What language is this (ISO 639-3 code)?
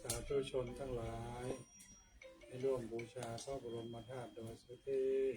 pli